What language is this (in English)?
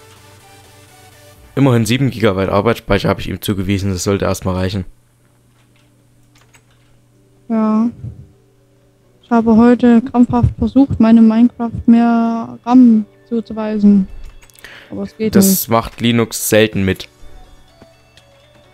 German